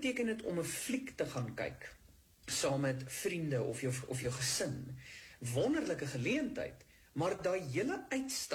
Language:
Afrikaans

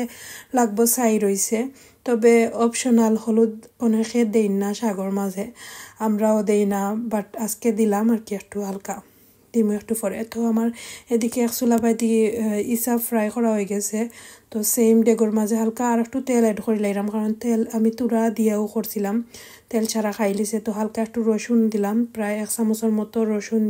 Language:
Sylheti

